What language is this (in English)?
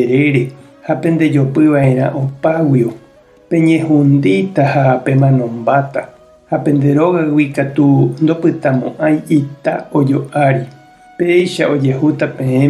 Guarani